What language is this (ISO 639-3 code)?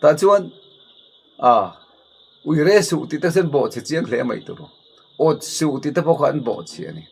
lus